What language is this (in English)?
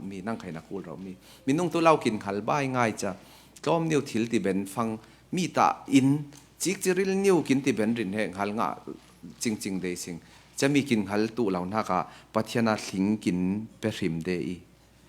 Falam Chin